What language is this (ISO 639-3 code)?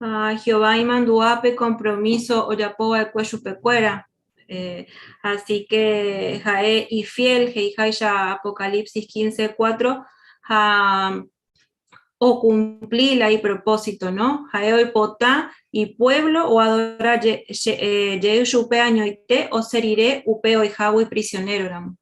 grn